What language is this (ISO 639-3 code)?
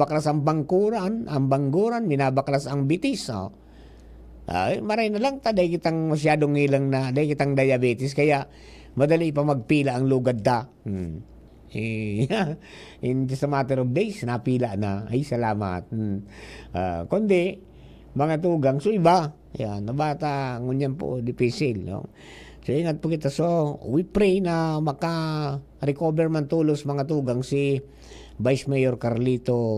bik